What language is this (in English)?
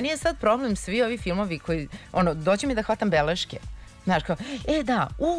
Serbian